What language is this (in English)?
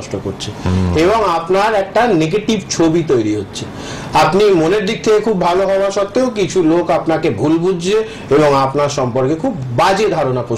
Bangla